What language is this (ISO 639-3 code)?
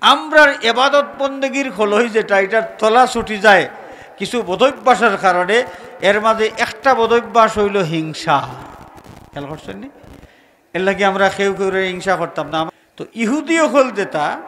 syl